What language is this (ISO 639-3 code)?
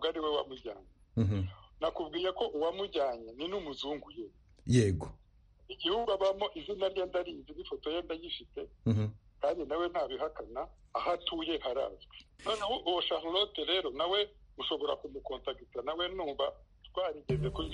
kin